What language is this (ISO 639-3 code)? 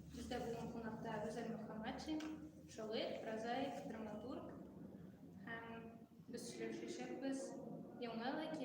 tat